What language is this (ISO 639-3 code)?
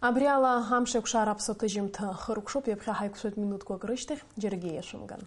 abk